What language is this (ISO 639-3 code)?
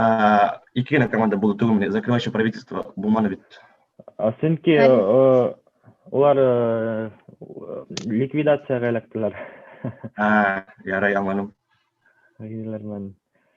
bak